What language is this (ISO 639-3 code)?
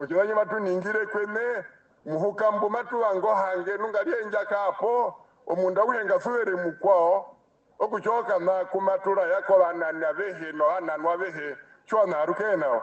her